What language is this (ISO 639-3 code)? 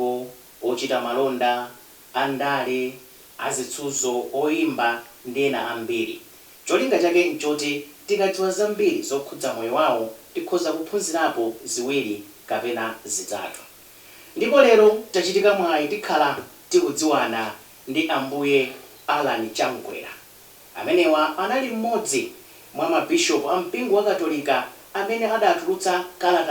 nya